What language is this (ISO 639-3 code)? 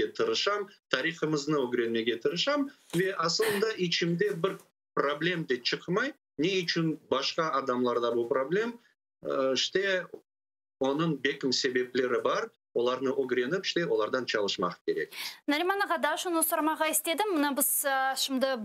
crh